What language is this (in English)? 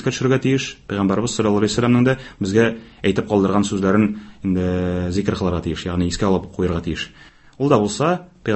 Tatar